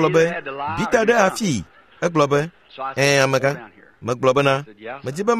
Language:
Ewe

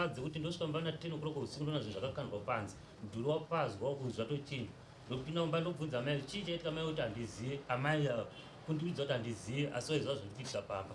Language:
Shona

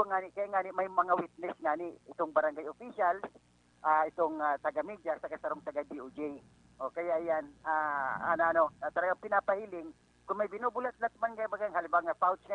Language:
Bikol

